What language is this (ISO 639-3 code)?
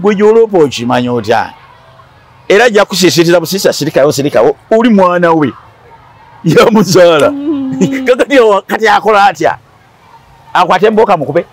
lug